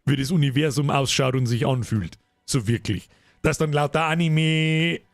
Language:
Bavarian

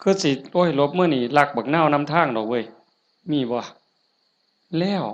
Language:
Northeastern Thai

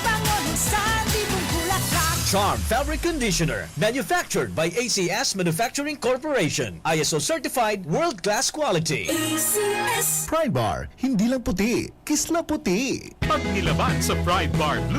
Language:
Bikol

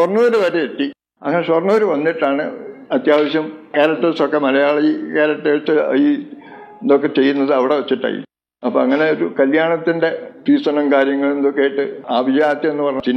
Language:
Malayalam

